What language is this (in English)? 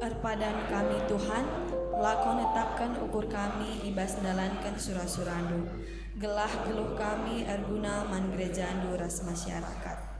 Batak Karo